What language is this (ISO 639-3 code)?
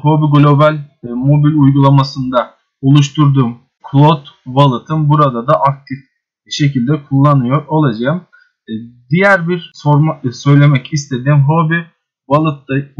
tur